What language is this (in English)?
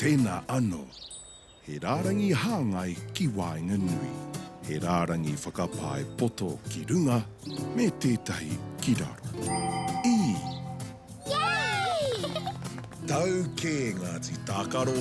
Māori